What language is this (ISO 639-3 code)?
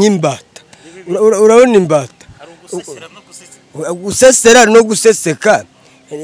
kin